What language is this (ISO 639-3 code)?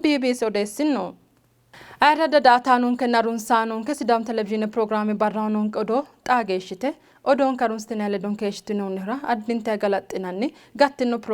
sid